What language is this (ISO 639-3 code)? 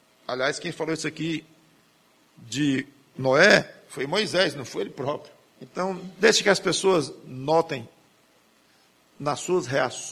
por